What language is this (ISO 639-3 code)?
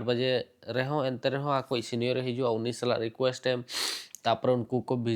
sat